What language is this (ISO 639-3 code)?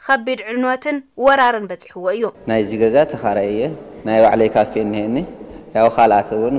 tir